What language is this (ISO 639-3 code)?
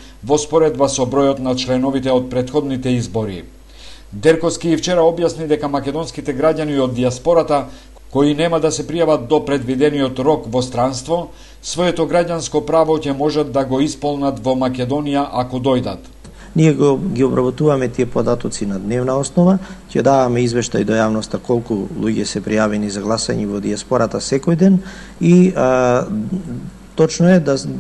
mkd